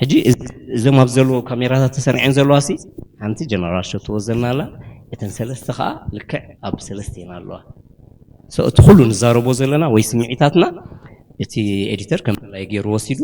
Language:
Tigrinya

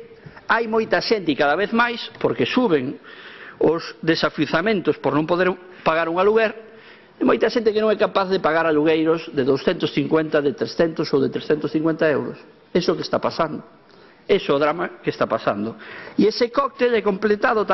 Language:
Galician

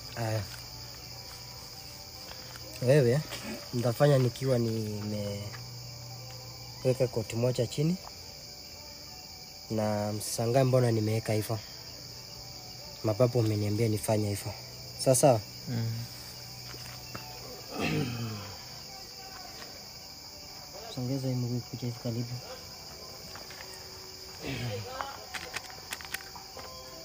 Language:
Swahili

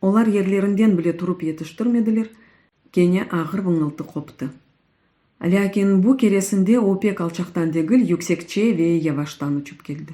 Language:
Crimean Tatar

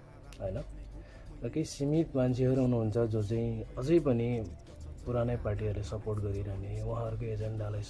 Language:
Nepali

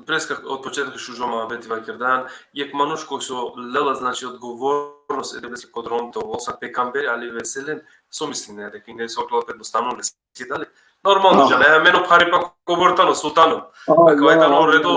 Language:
Balkan Romani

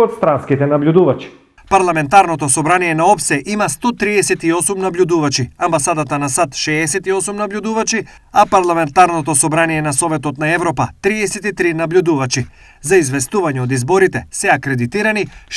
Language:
Macedonian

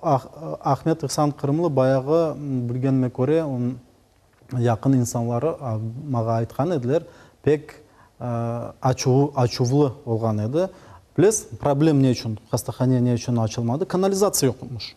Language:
Crimean Tatar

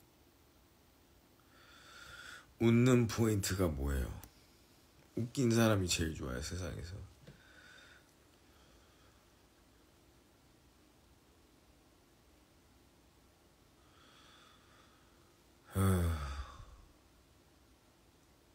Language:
Korean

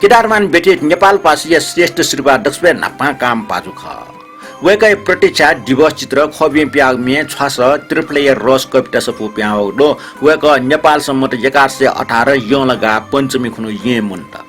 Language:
Newari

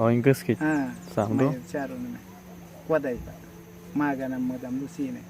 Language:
Awa-Cuaiquer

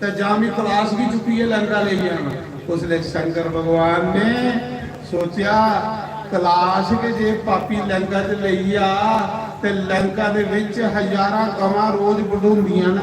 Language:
Dogri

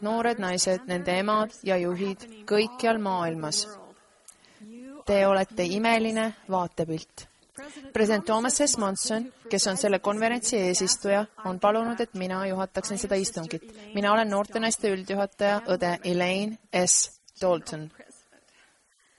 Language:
Estonian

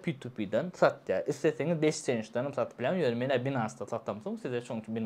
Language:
Turkmen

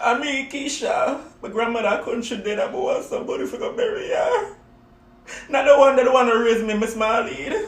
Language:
Jamaican Creole English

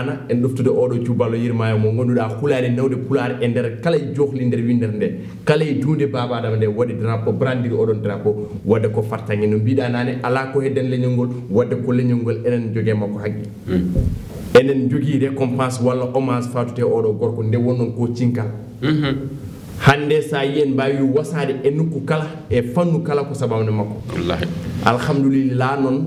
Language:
Fula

